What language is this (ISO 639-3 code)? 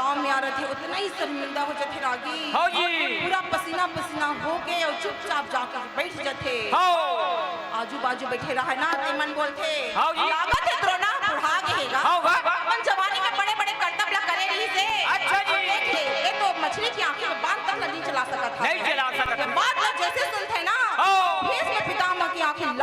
hne